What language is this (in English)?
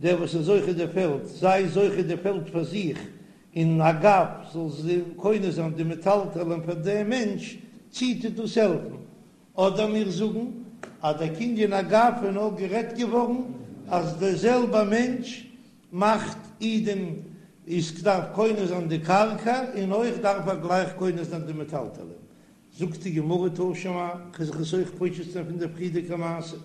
Yiddish